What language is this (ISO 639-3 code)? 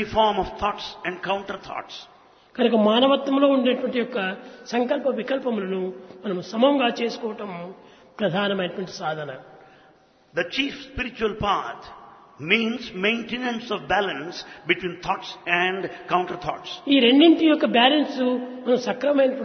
tel